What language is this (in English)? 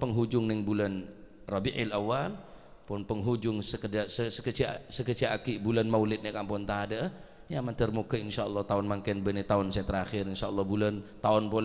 Madurese